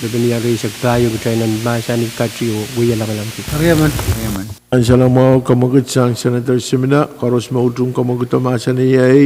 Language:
Pohnpeian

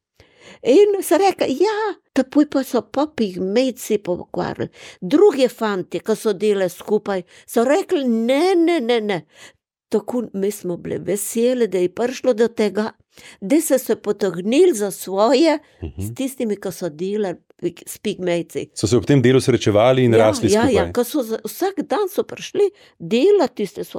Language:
Slovenian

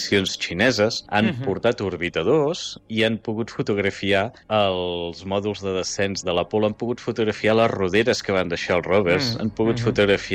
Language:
Catalan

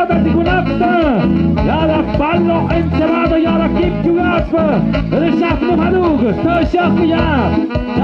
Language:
Tlahuitoltepec Mixe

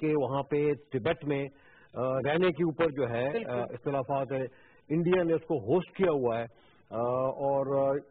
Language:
Urdu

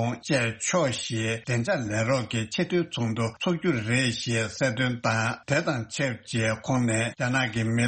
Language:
Tibetan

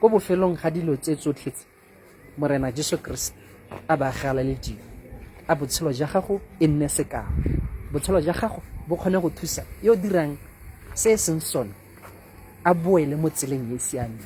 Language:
Tswana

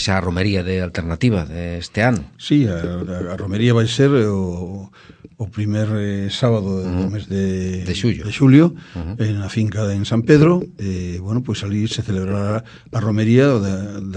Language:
Galician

